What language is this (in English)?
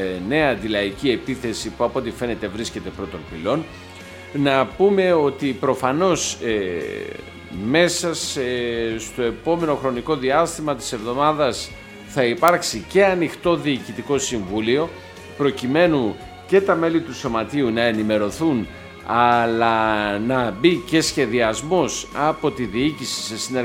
Greek